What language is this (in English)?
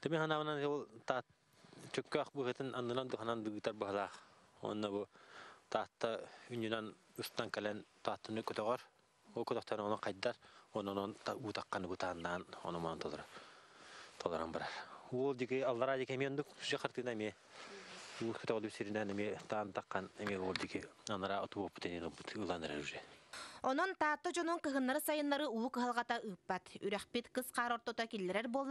Yakut